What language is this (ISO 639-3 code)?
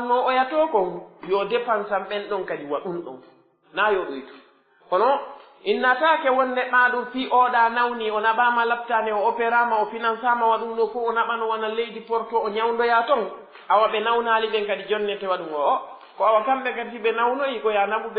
fuf